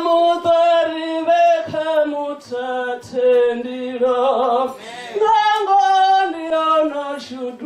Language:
Venda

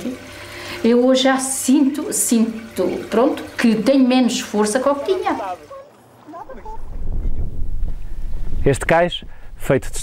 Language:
Portuguese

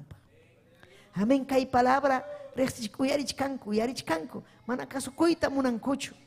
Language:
Ayacucho Quechua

